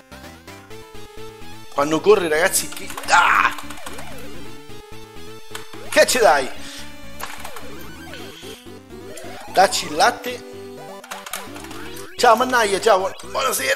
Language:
Italian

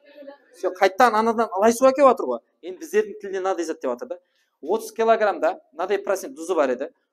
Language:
Kara-Kalpak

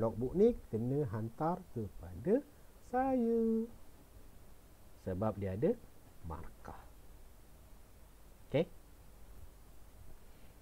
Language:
Malay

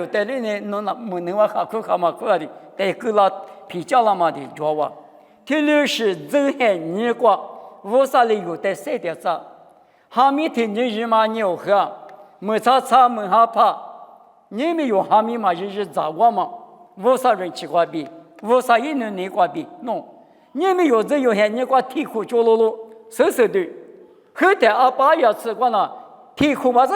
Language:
Lisu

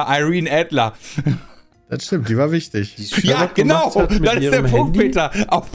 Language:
German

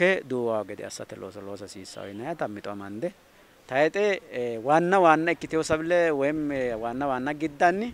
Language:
Sidamo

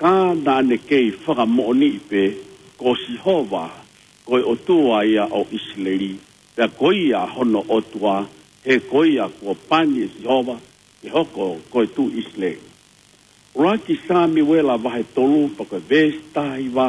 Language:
Tongan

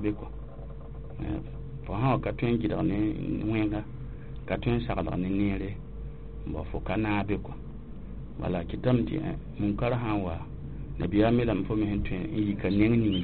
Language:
Mossi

